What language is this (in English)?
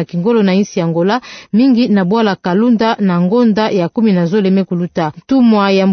Kituba (Democratic Republic of Congo)